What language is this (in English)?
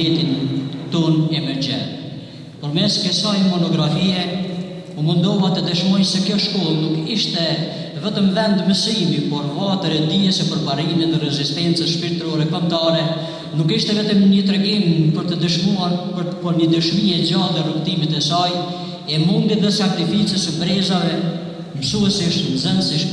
Albanian